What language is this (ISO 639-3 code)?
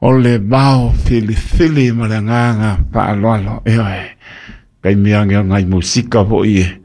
smo